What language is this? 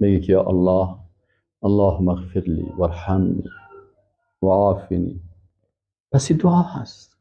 Persian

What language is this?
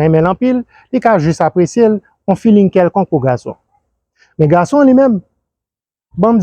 Haitian Creole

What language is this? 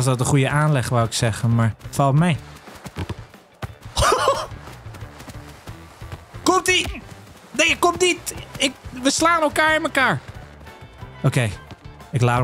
Dutch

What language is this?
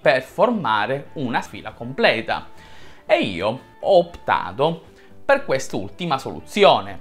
Italian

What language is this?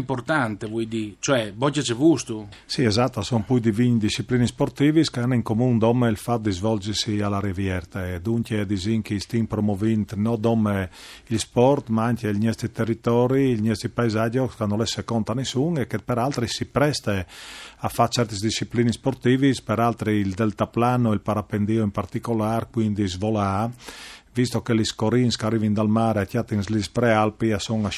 Friulian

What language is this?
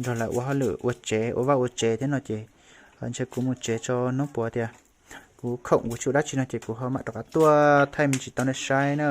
Hmong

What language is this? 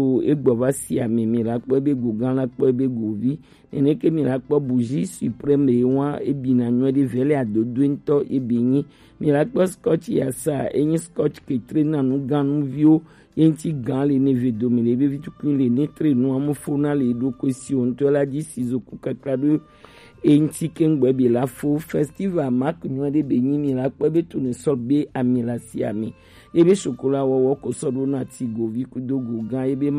Gen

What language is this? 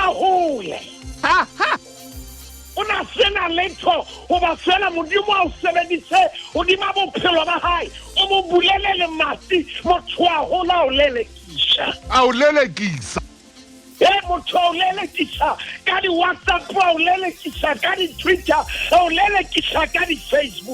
Southern Sotho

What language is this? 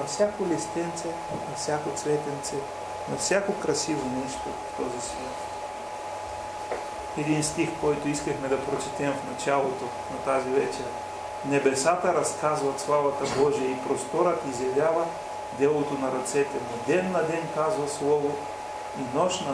Bulgarian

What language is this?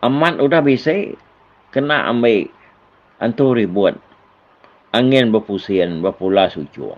Iban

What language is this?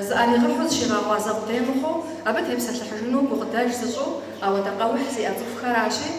Kabardian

